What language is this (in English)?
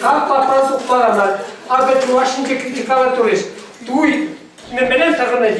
Chuvash